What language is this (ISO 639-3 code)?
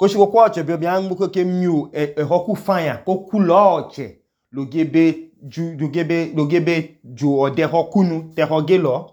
idu